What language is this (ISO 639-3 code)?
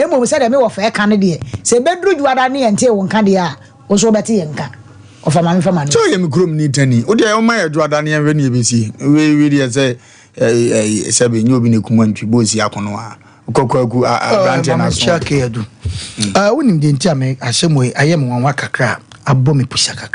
aka